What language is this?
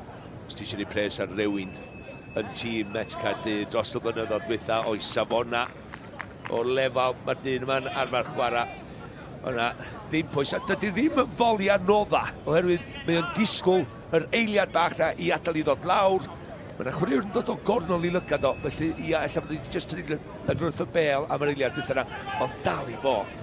Welsh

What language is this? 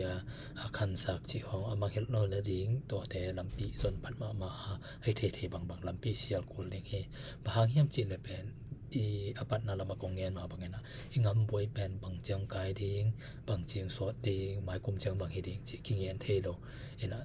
Tedim Chin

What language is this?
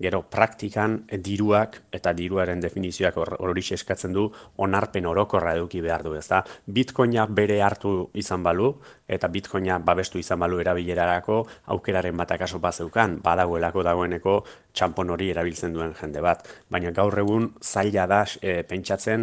Basque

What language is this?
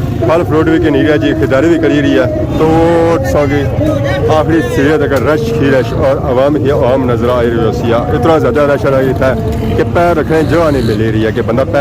Pahari-Potwari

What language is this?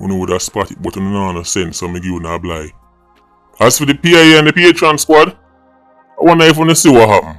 Jamaican Creole English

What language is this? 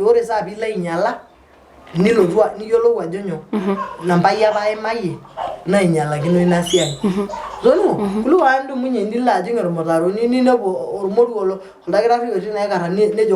Masai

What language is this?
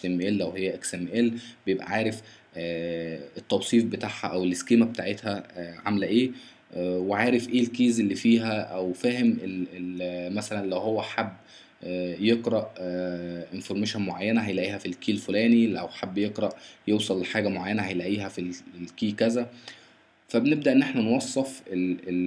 Egyptian Arabic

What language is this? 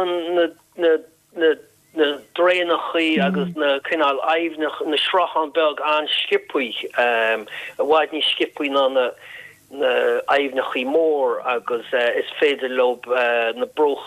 Irish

